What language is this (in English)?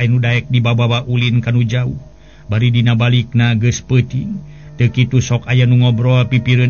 Sundanese